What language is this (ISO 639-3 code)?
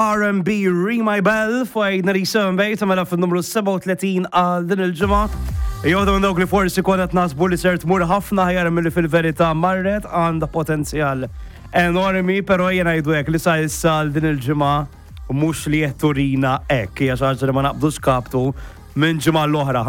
mlt